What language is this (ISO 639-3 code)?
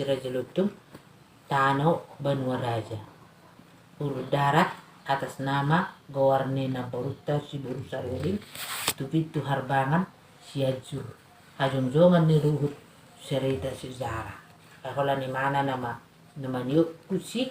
bbc